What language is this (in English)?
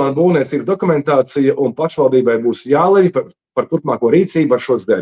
Latvian